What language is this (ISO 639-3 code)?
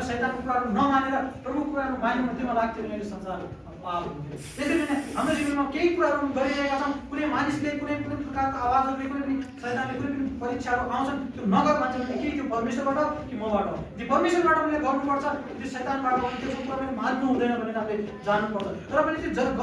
nep